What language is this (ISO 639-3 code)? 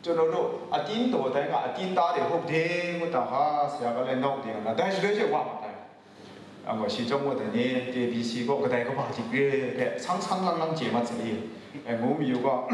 kac